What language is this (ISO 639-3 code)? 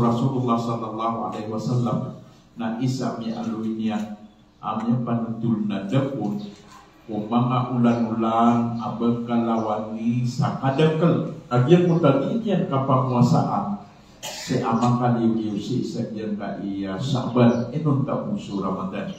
mrw